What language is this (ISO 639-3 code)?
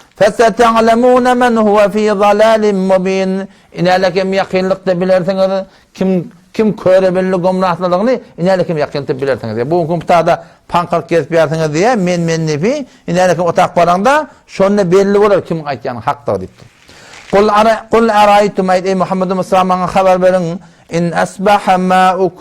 tuk